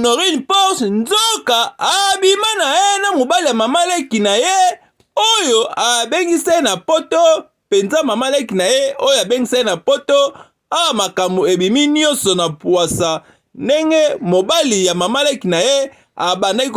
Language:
Lingala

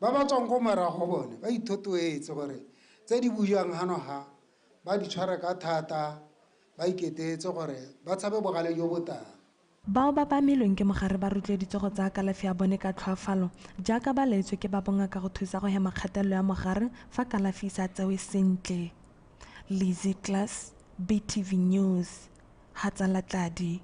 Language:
Tswana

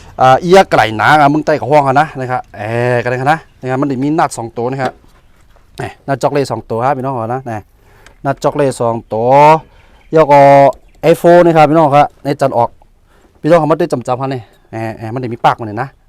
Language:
Shan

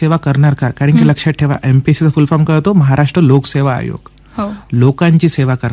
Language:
Marathi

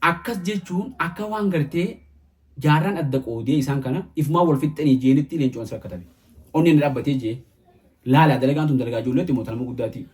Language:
Oromo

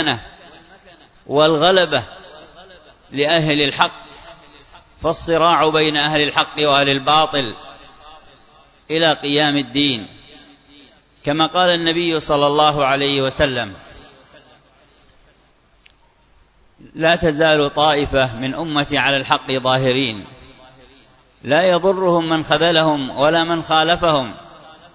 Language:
Arabic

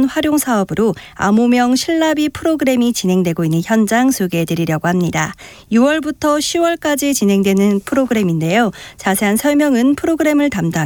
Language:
Korean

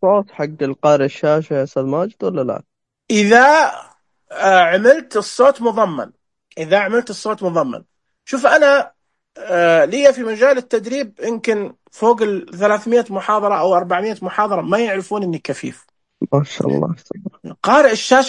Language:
Najdi Arabic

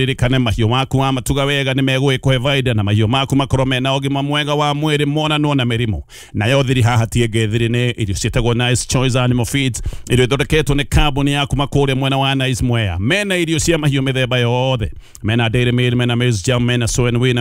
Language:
Kikuyu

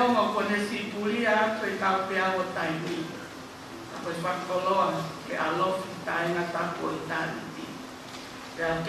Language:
Tongan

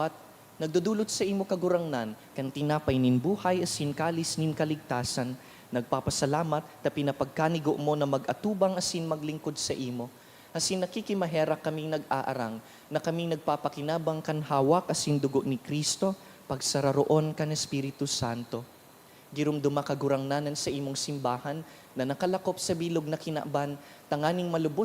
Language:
Bikol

